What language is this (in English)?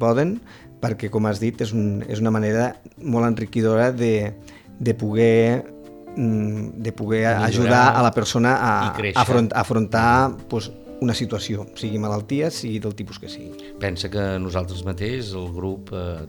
Catalan